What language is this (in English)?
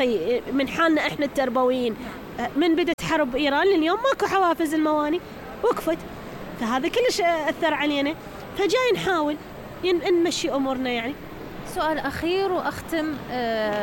Mesopotamian Arabic